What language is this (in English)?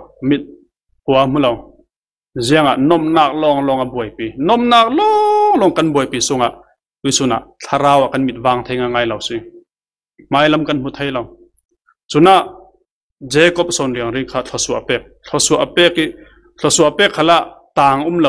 Falam Chin